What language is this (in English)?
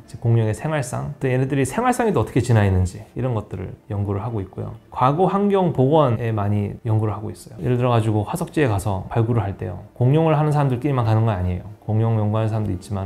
Korean